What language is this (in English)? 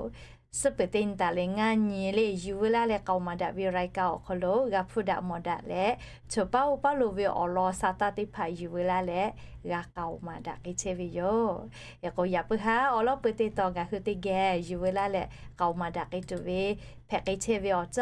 Lahu